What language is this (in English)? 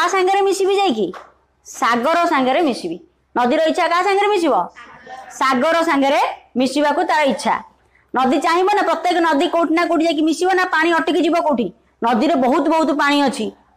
Odia